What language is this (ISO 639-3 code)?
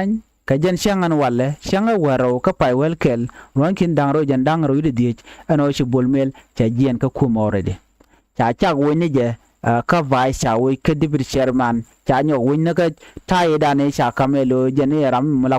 nus